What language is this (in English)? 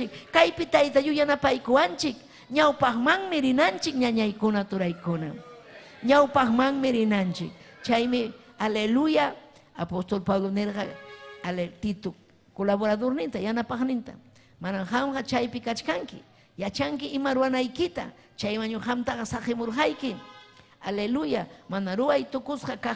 Ayacucho Quechua